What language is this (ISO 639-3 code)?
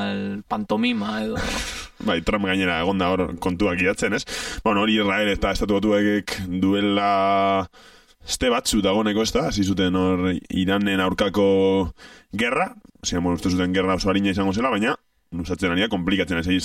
eus